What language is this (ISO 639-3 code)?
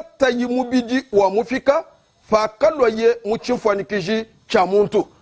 lua